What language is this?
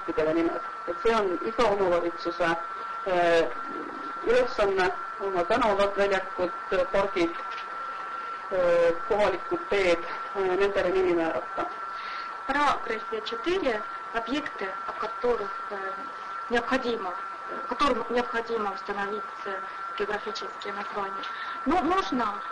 Estonian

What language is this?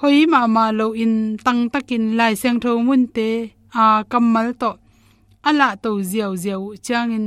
Tedim Chin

